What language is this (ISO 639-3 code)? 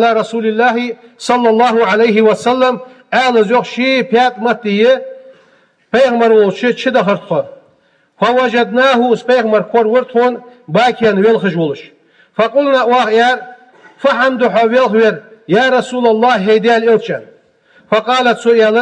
inh